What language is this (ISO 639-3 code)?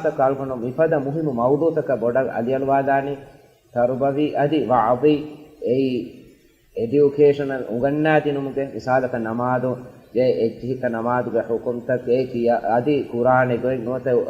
div